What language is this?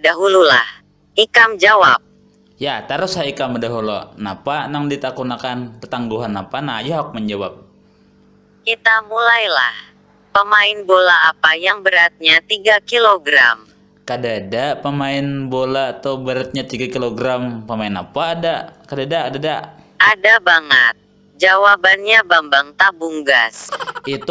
Banjar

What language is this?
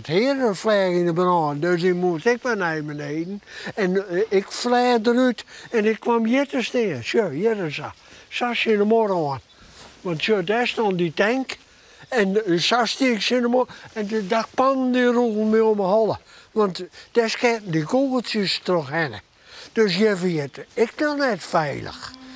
Western Frisian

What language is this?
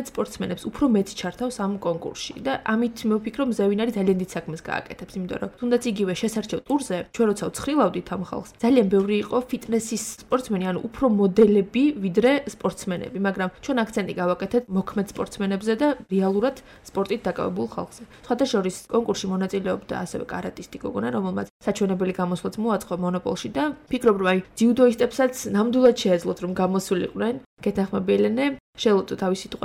Georgian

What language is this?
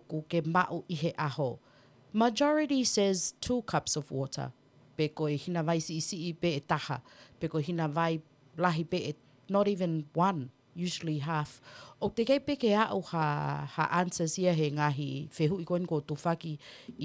Tongan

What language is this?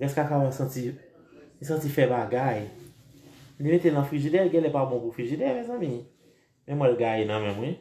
Haitian Creole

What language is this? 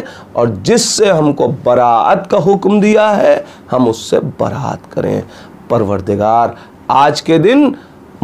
Urdu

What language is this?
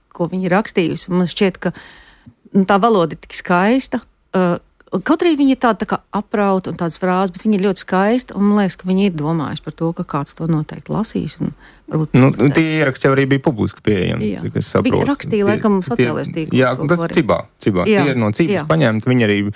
Latvian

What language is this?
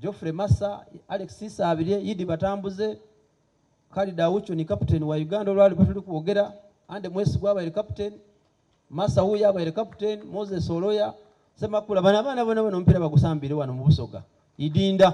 Soga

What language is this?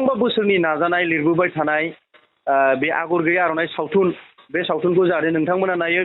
Bodo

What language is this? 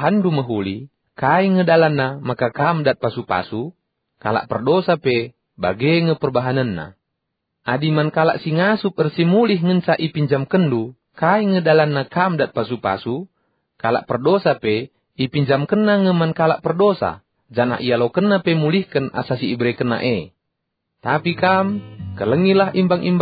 Batak Karo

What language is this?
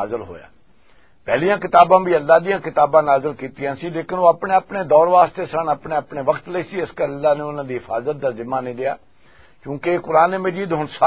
Western Panjabi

